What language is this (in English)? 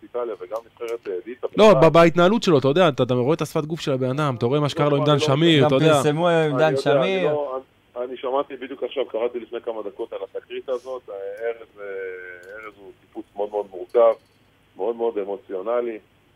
Hebrew